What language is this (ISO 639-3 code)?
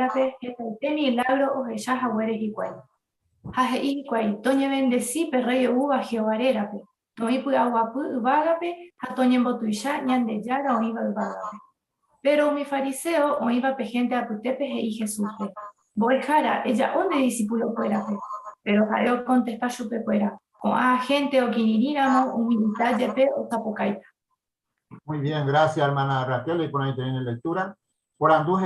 grn